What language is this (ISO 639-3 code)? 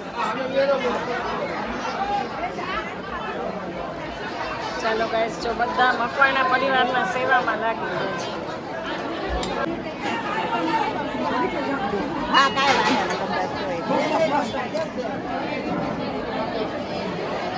guj